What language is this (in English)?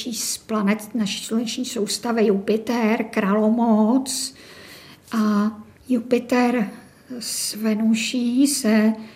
Czech